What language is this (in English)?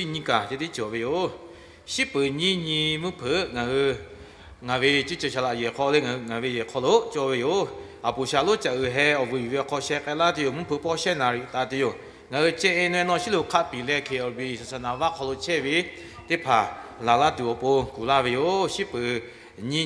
Lahu